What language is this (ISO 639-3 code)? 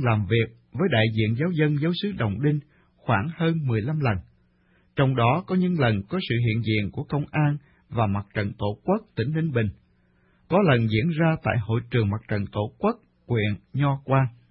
vie